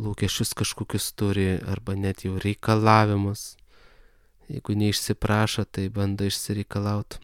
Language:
Lithuanian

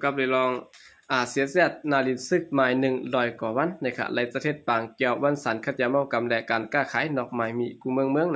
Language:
Shan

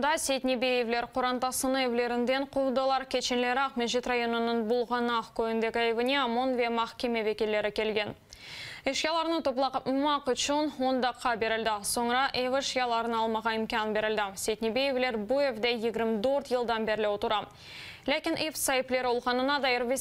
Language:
Crimean Tatar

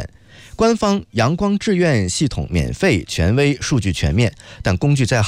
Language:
Chinese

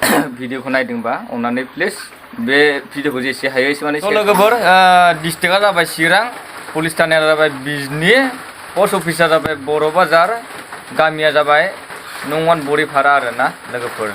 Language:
Bodo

